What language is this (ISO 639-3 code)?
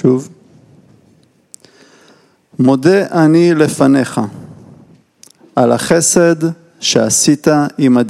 heb